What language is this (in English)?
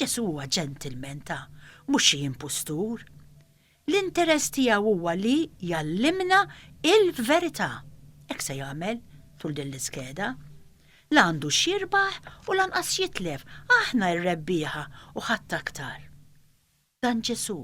Maltese